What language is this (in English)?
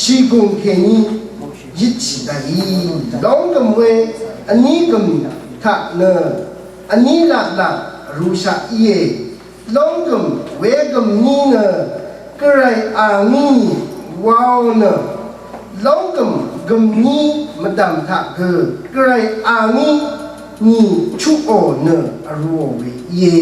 Rawang